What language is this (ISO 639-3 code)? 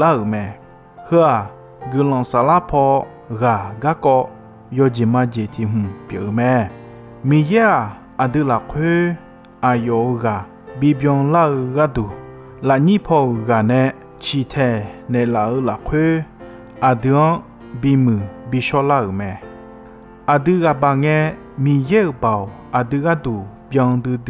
ahk